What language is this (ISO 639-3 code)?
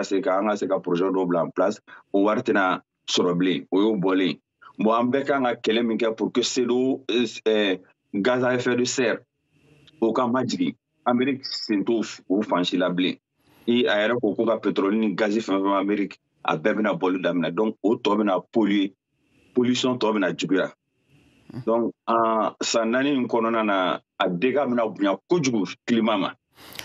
bam